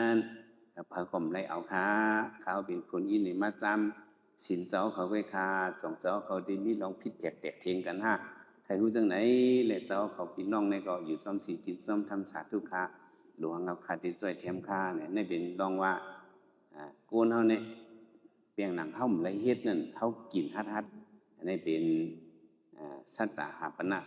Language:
Shan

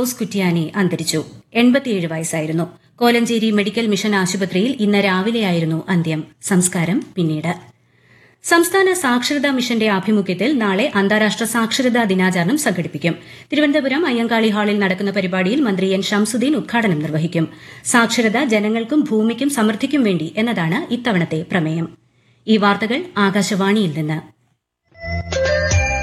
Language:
Malayalam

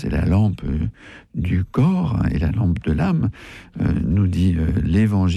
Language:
French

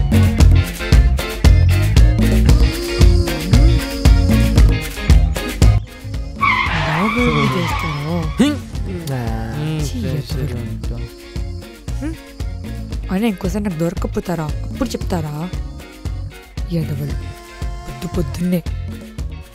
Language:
Telugu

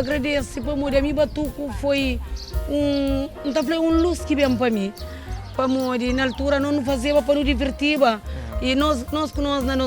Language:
Kabuverdianu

